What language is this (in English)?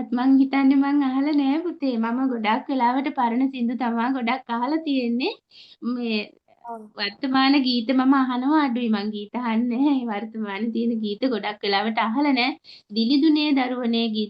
Sinhala